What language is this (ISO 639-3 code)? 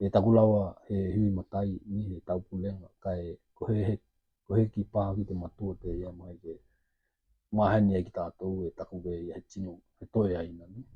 tkl